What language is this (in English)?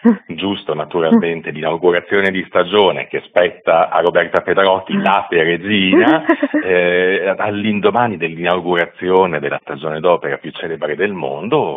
Italian